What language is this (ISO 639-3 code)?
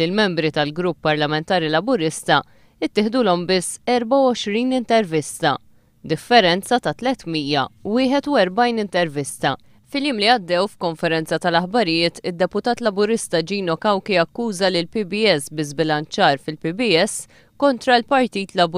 mlt